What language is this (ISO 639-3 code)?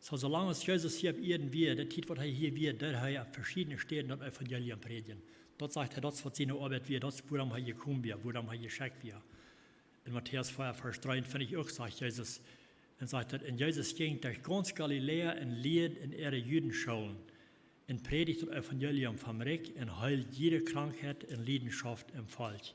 pdt